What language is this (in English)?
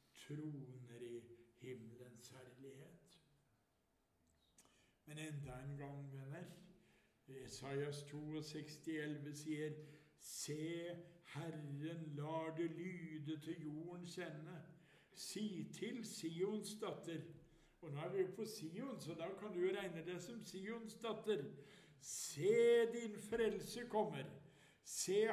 Norwegian